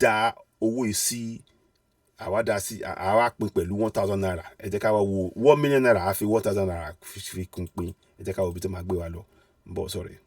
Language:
Yoruba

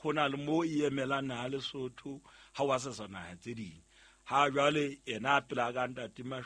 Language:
Southern Sotho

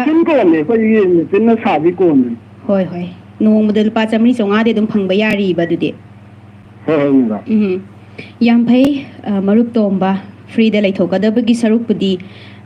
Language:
Manipuri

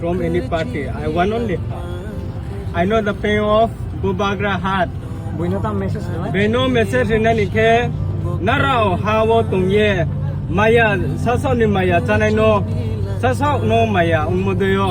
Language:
Kok Borok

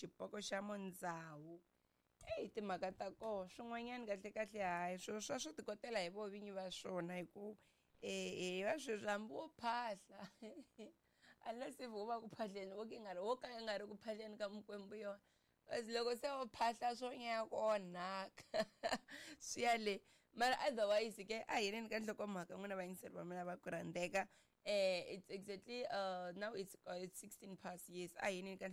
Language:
Tsonga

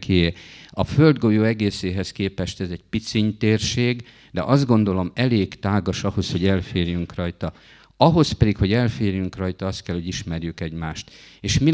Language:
Hungarian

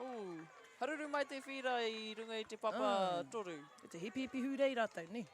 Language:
Māori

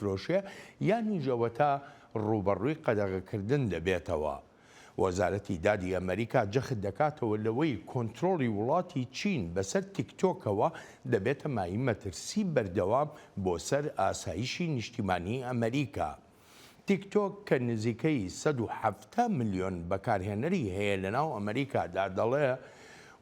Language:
Central Kurdish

